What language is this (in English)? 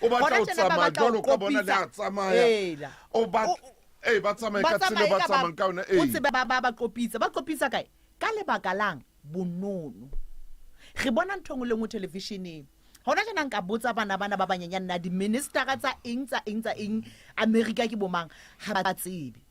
Southern Sotho